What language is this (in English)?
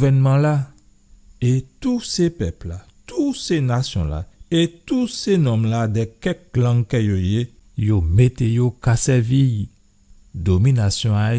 Guadeloupean Creole French